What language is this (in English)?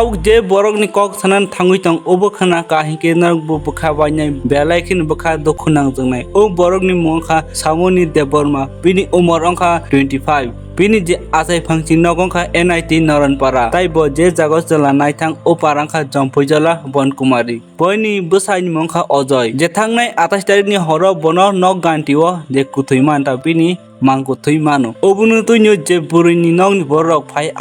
Kok Borok